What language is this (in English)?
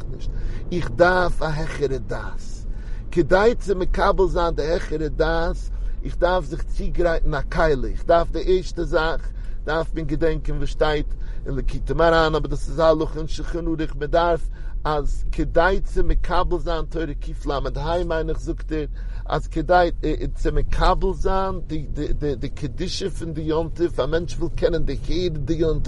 Yiddish